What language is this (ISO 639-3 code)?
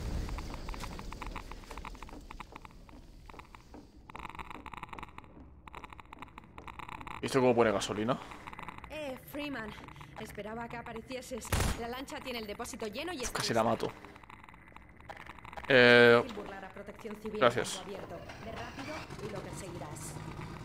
spa